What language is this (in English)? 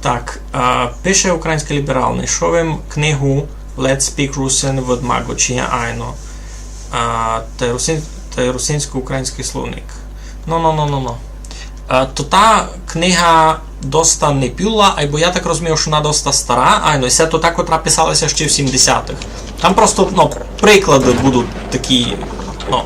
Rusyn